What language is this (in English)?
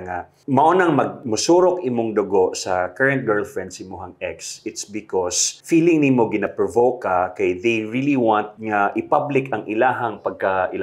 Cebuano